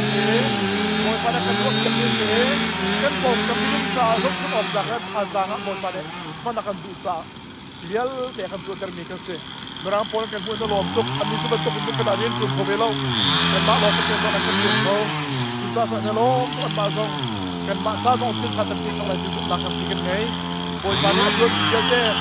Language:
Hakha Chin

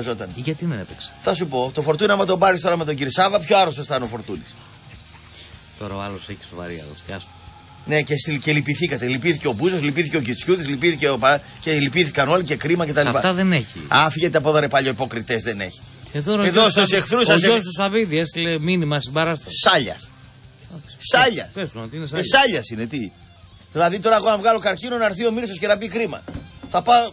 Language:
Greek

